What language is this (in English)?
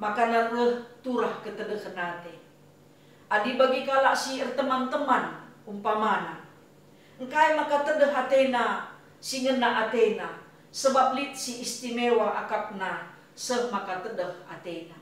Batak Karo